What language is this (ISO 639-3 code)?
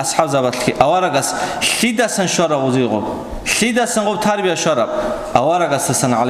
ava